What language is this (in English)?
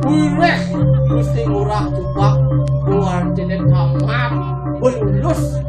Balinese